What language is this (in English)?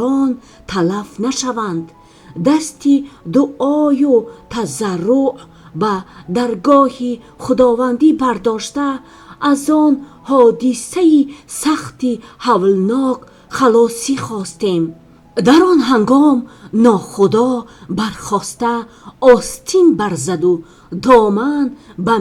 Tajik